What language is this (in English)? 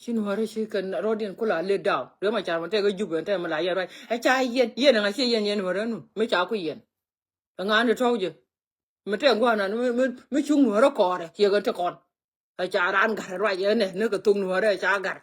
Nuer